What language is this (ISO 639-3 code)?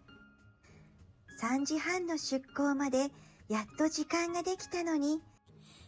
jpn